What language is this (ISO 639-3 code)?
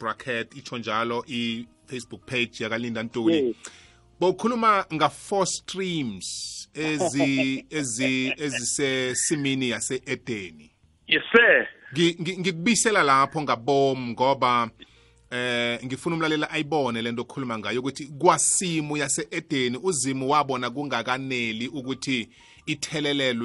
nbl